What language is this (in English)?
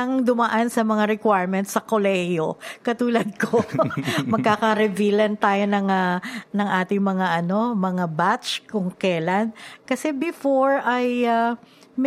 Filipino